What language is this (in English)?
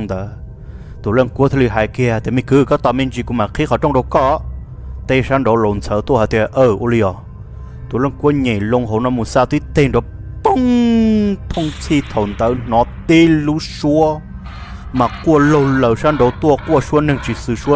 Vietnamese